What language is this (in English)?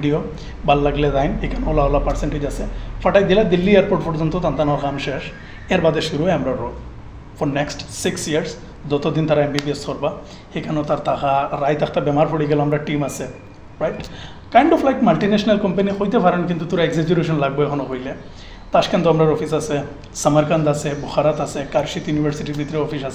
Sylheti